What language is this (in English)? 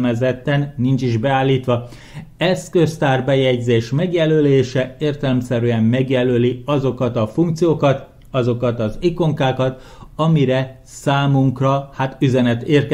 Hungarian